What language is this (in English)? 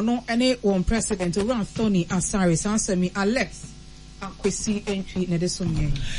Akan